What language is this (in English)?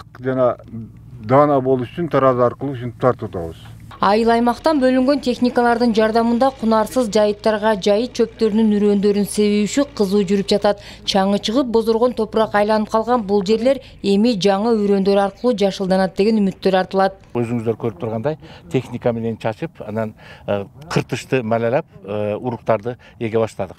Kyrgyz